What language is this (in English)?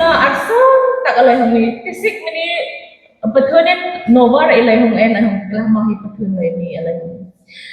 Hmar